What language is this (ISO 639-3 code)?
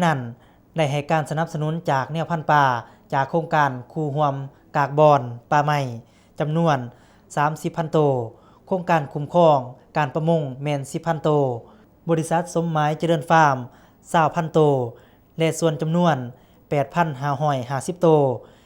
lao